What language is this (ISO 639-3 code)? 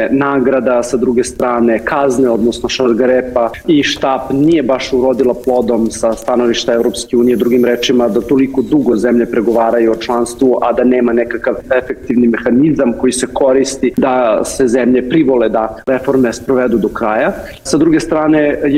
bos